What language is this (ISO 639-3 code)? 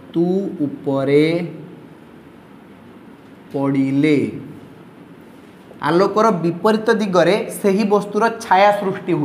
ori